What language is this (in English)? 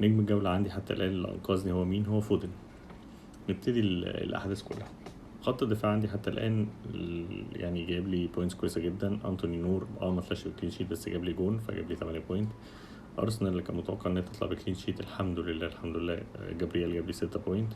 Egyptian Arabic